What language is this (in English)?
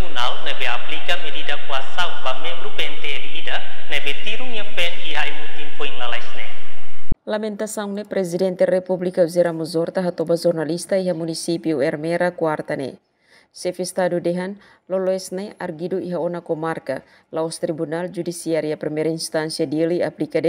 Tetum